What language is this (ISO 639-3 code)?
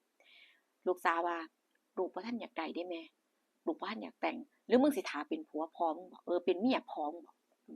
tts